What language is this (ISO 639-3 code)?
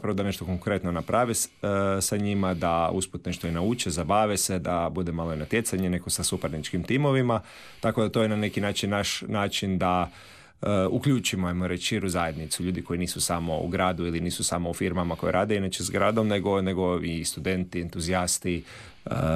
hrv